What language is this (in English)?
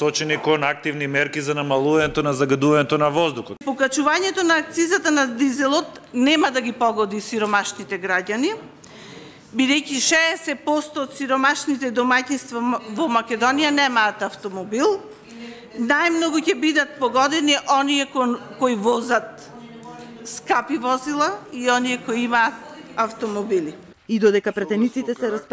Macedonian